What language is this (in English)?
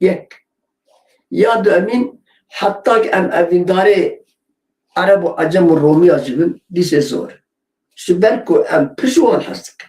Kurdish